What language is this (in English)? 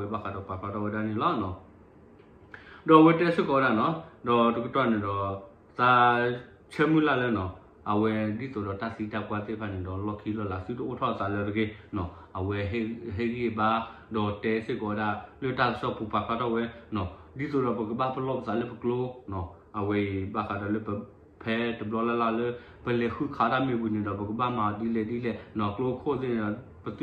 S'gaw Karen